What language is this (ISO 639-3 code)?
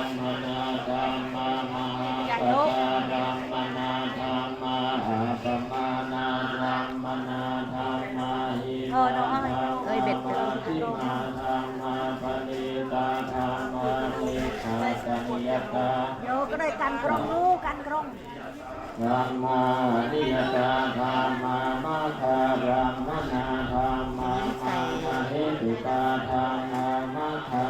pli